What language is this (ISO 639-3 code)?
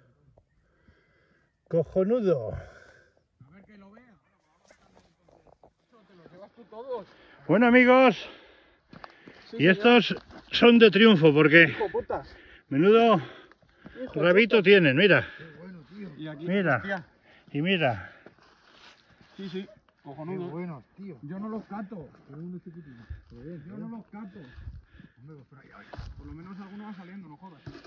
spa